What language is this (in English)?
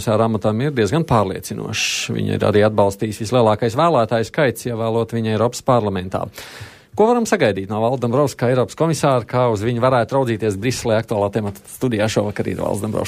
Latvian